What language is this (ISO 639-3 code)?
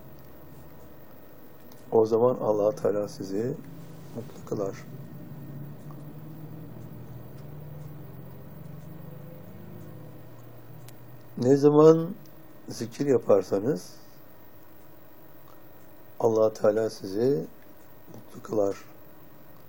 tur